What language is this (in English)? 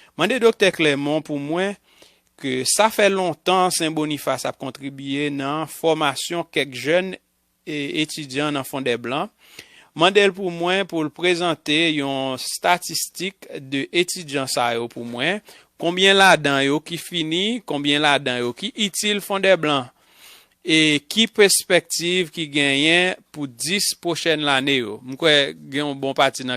Haitian Creole